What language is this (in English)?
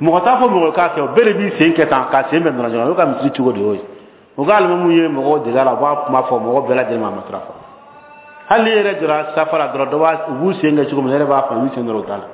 Bambara